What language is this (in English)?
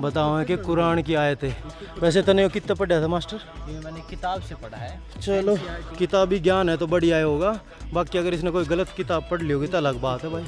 Haryanvi